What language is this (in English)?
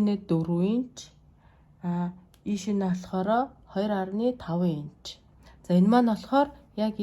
Mongolian